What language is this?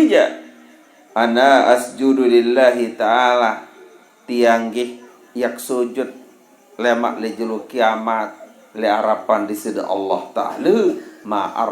Sasak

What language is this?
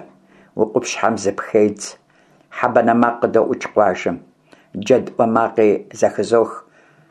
Kabardian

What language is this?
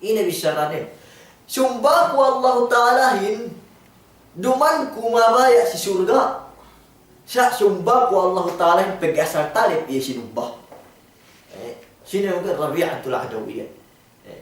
Yakan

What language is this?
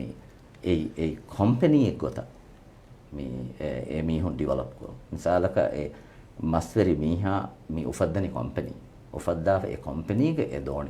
Divehi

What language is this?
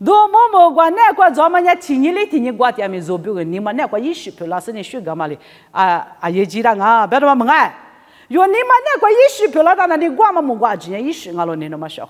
Lisu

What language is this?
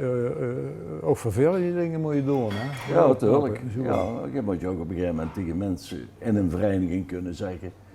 Limburgish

